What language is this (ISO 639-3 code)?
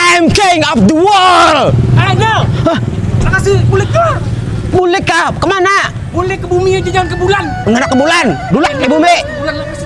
bjn